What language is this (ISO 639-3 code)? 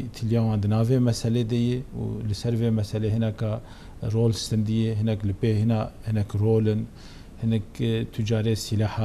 kur